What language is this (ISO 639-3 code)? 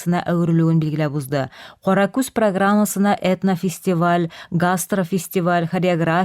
tat